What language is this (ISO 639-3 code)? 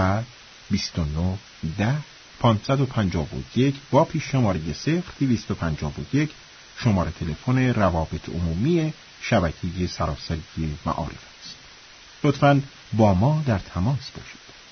fas